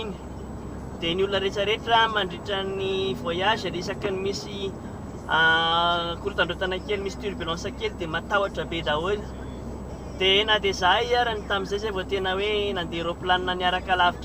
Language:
Malagasy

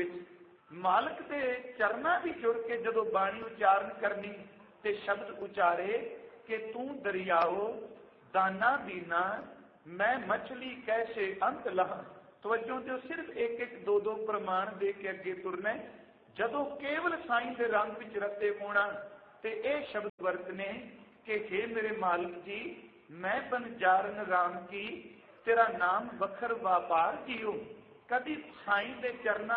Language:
Punjabi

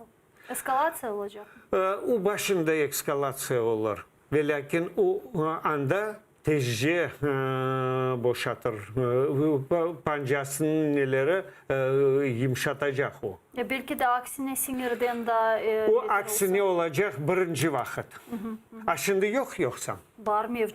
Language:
Crimean Tatar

